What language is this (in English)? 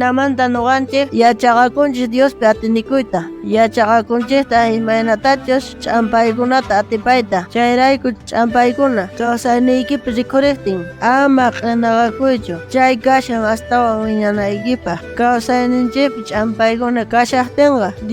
South Bolivian Quechua